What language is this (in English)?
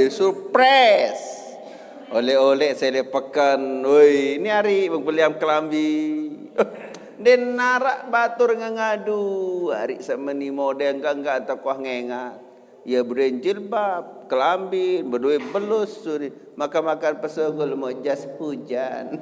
Sasak